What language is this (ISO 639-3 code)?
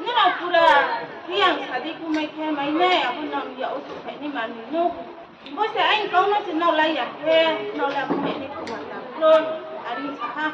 ria